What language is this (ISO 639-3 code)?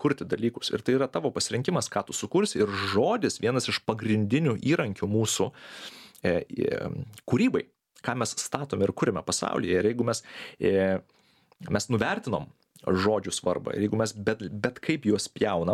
lit